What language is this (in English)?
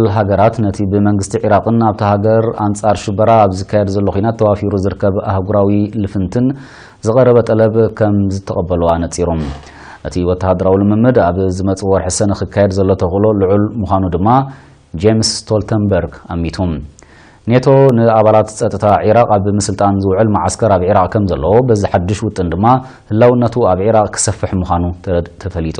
Tigrinya